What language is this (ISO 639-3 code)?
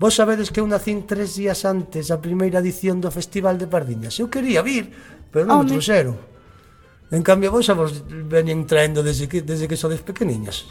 glg